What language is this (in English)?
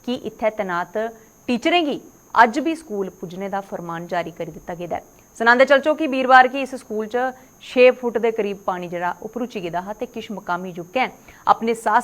Dogri